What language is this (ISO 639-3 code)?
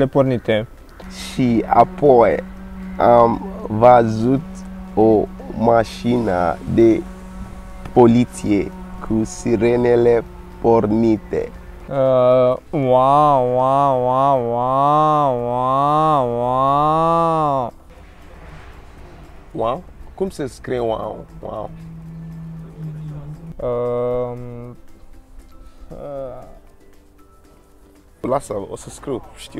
ron